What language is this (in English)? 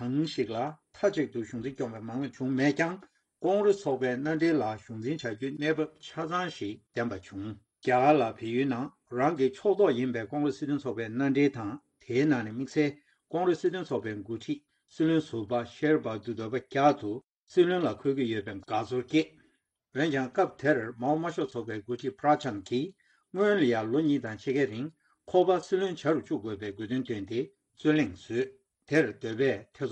Tibetan